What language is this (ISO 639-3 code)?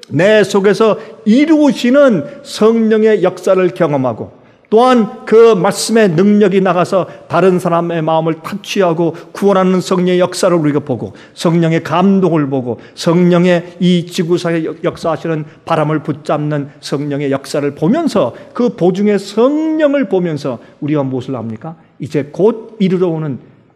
kor